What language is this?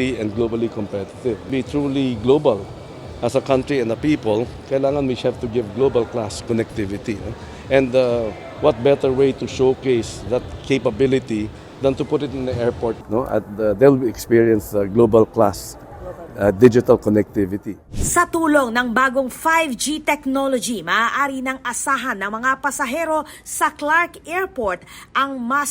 Pampanga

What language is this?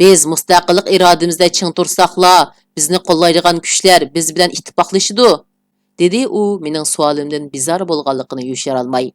Uyghur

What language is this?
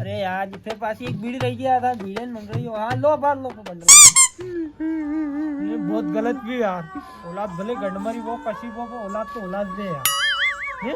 Rajasthani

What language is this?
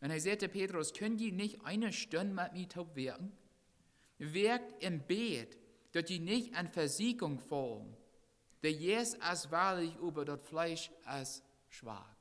Plautdietsch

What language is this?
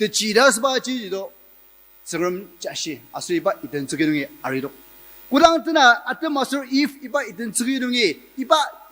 Ao Naga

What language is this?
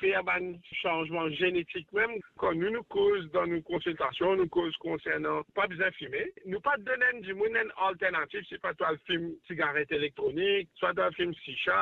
Morisyen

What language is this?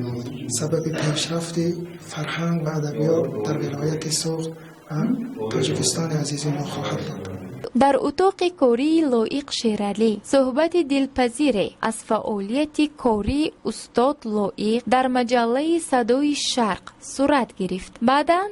Tajik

